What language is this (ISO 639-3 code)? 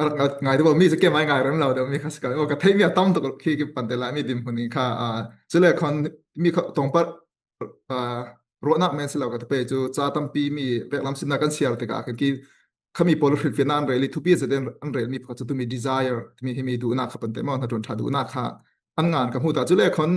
cfm